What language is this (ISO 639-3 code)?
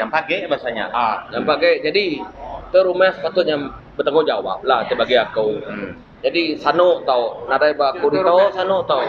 iba